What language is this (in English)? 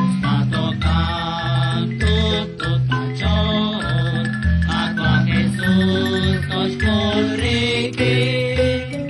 Kekchí